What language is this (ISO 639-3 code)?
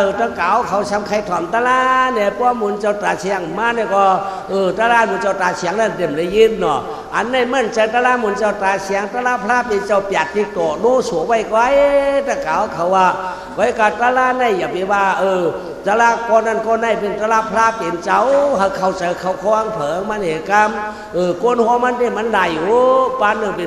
shn